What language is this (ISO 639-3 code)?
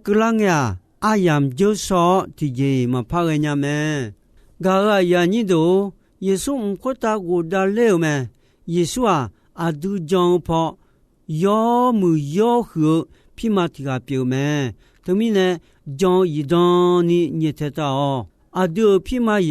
ahk